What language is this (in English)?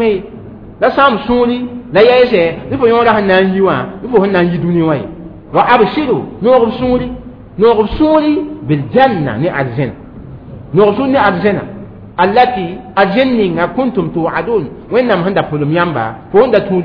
Mossi